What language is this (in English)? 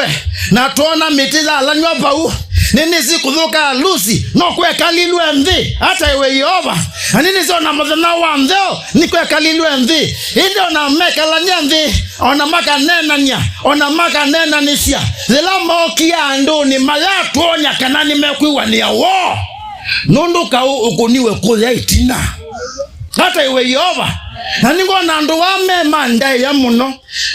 Kamba